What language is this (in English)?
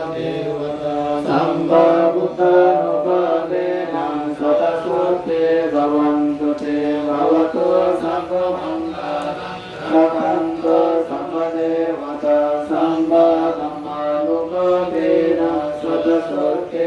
Pali